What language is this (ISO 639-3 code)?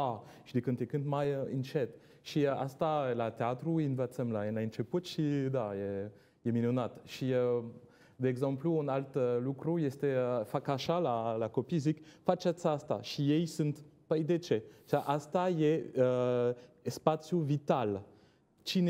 ron